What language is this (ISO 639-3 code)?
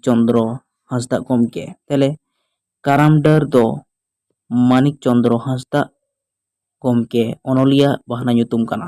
sat